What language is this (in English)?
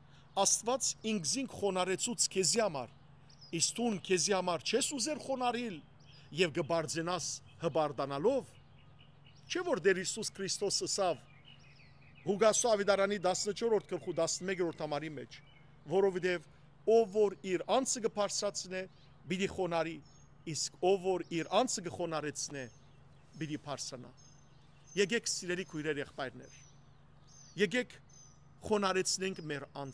Western Armenian